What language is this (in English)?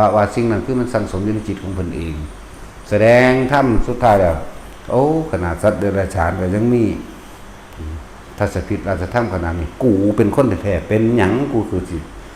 Northeastern Thai